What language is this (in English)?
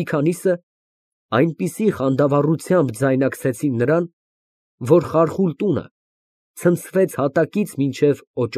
Armenian